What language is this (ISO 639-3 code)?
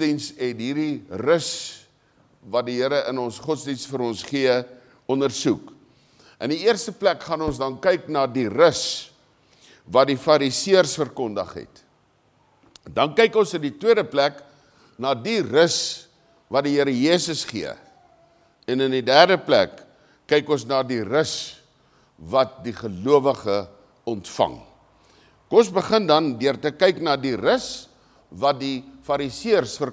afr